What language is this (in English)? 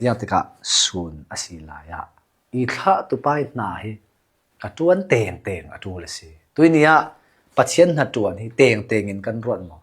Hakha Chin